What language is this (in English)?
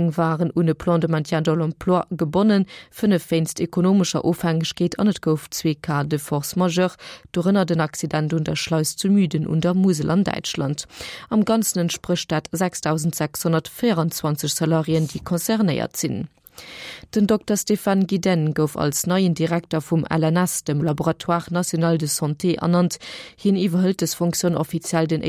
Luxembourgish